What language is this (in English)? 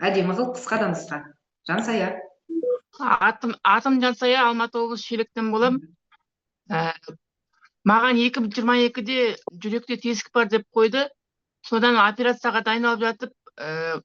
Kazakh